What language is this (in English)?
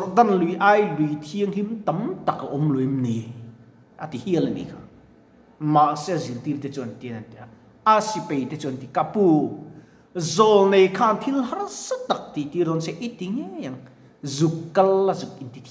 Mizo